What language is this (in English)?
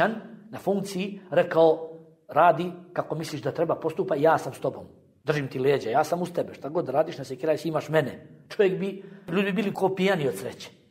Bosnian